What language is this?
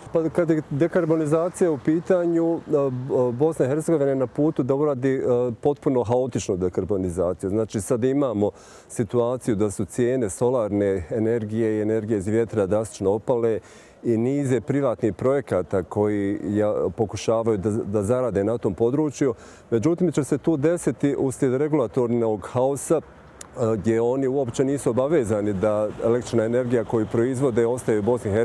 Bosnian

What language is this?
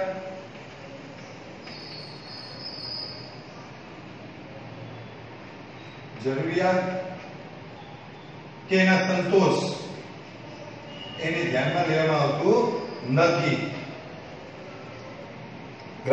Gujarati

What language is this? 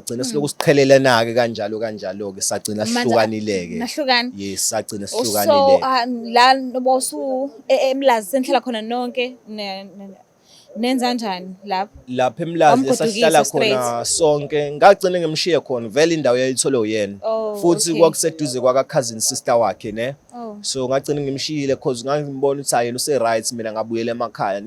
Zulu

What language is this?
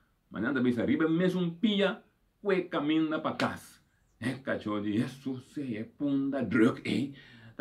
Papiamento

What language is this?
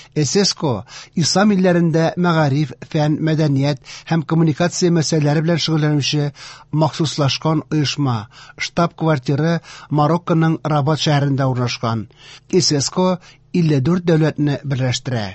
Tatar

